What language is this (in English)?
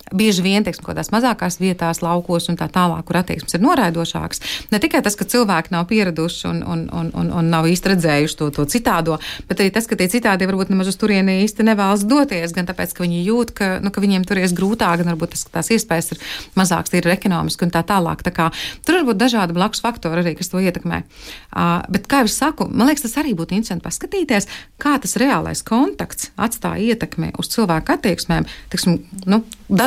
Latvian